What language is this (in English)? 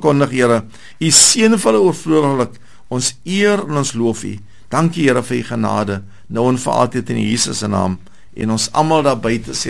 Afrikaans